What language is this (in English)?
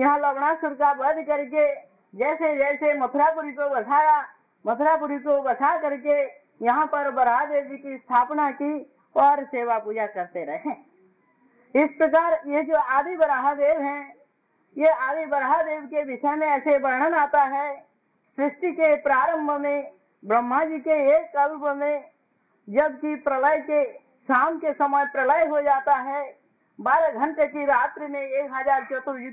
Hindi